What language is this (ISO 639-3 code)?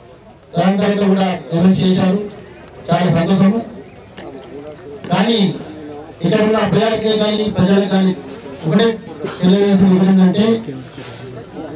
tel